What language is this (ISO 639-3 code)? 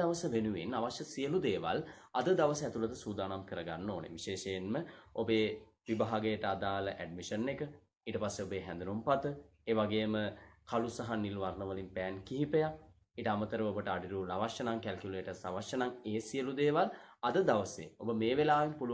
sin